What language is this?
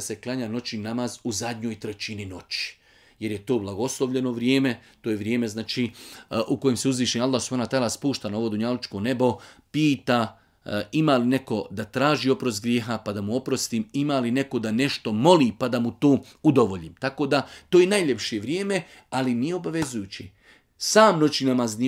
Bosnian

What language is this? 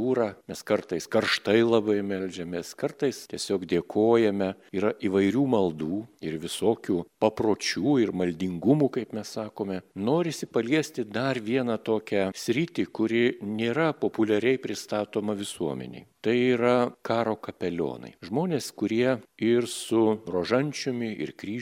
Lithuanian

